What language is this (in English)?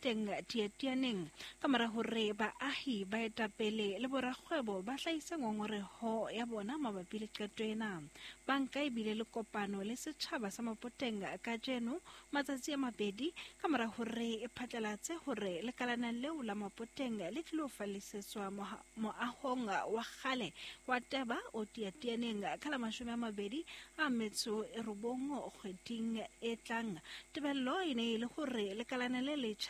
Southern Sotho